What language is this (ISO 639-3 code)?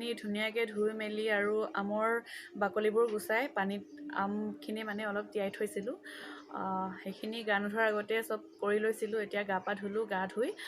asm